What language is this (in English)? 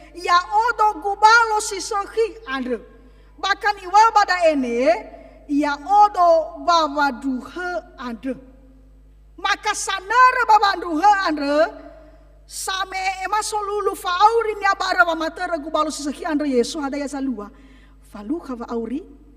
Nias